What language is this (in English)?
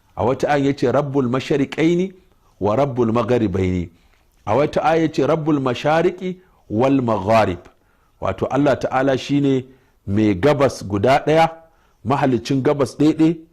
Hausa